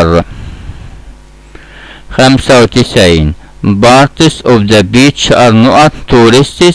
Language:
Egyptian Arabic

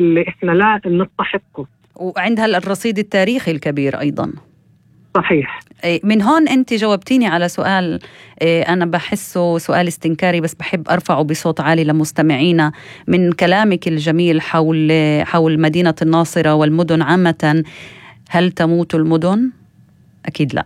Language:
North Levantine Arabic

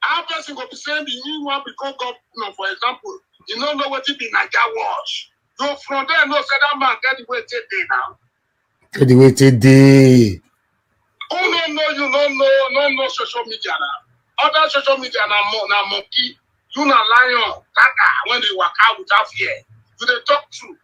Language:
Nigerian Pidgin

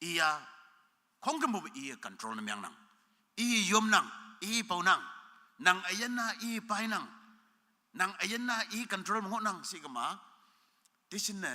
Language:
Konyak Naga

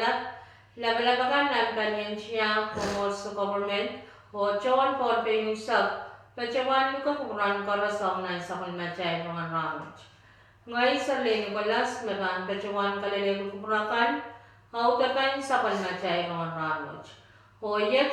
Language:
Pohnpeian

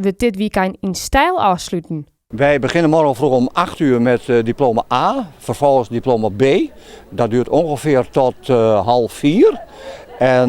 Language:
Western Frisian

